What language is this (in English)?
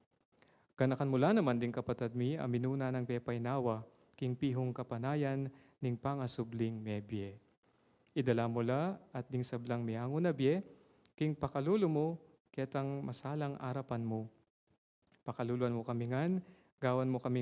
Pampanga